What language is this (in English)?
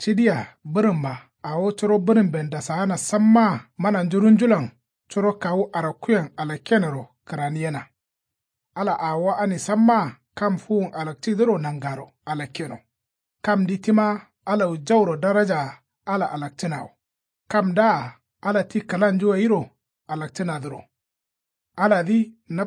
Kanuri